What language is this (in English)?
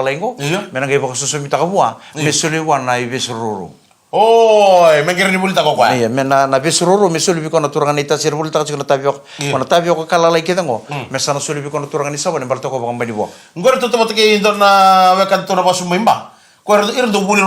Fijian